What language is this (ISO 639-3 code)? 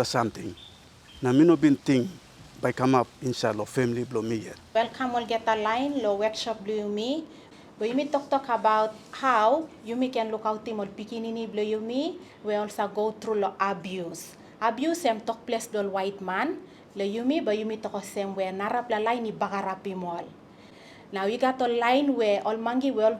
tpi